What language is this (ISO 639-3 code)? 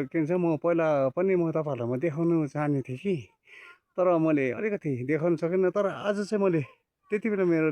nep